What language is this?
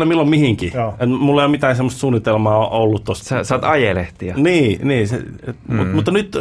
Finnish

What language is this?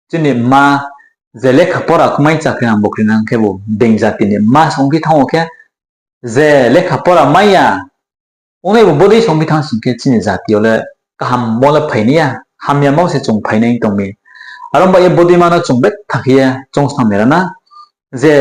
Riang (India)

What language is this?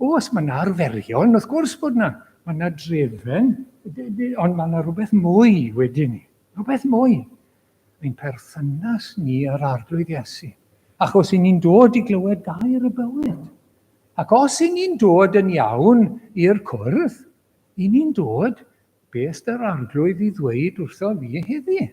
Welsh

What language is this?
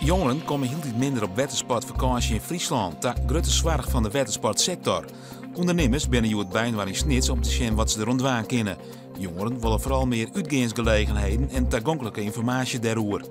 Western Frisian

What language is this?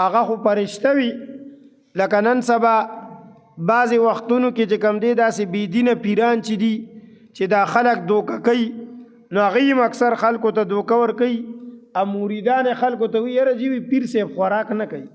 Pashto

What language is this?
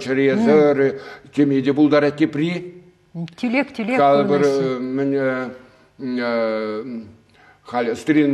Chuvash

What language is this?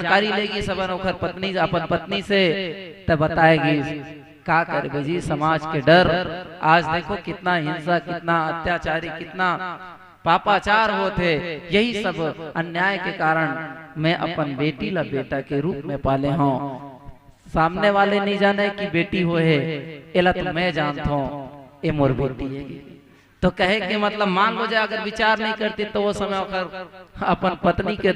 Chhattisgarhi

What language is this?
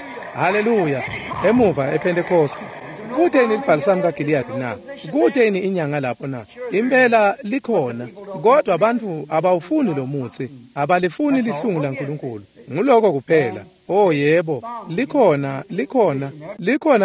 Swati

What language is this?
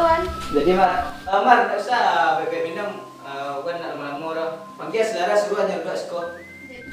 Minangkabau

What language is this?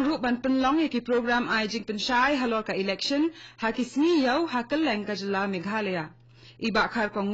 Khasi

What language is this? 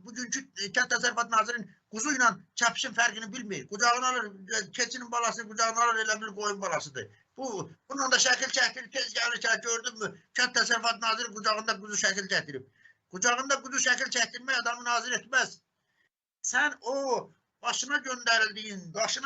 Azerbaijani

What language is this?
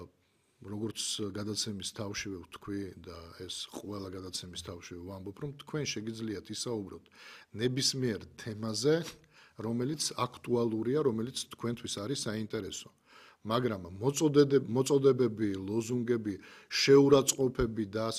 Georgian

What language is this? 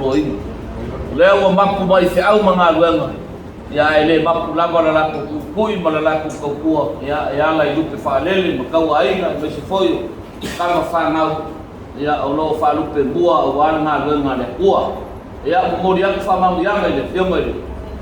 Samoan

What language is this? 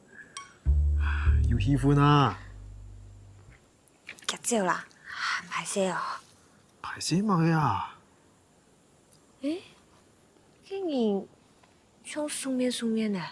Hakka Chinese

